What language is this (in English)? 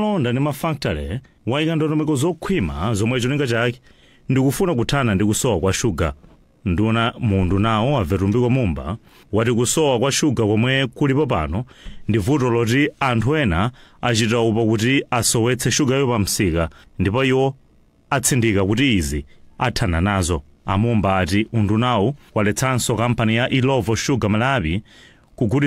Nyanja